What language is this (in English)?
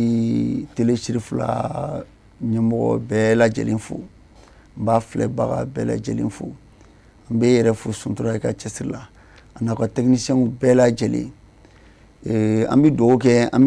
Bambara